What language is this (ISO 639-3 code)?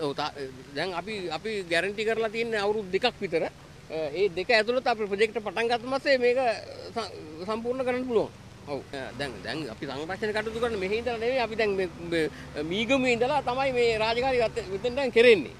sin